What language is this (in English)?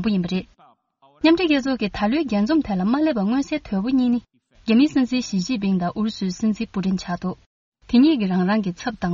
Tibetan